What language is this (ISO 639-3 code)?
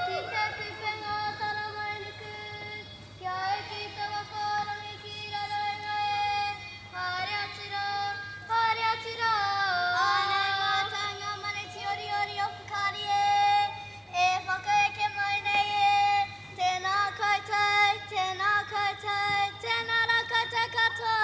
mri